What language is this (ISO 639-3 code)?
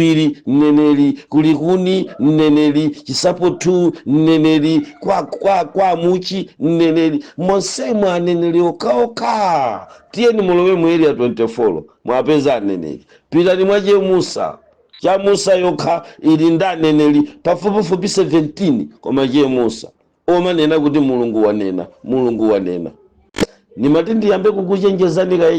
nya